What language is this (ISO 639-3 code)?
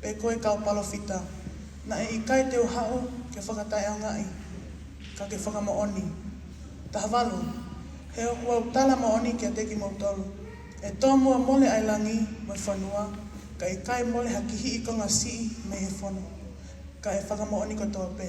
ton